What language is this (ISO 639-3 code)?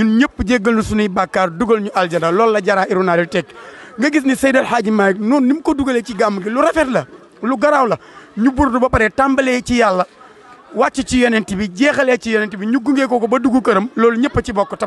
wol